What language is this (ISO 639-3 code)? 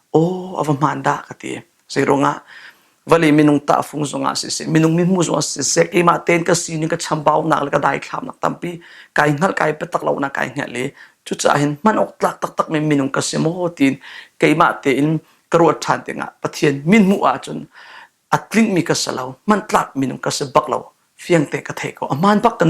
cnh